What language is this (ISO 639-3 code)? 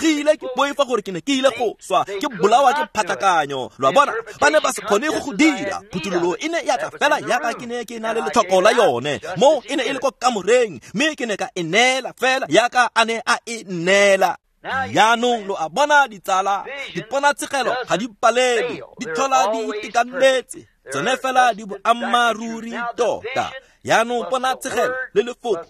tsn